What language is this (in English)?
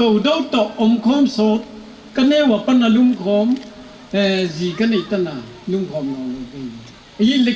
Paite Chin